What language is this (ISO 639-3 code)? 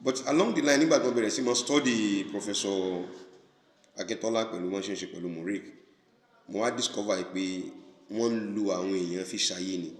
yor